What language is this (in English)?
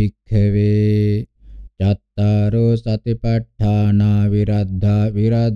Pali